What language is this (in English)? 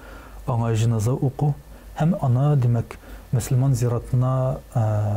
Tatar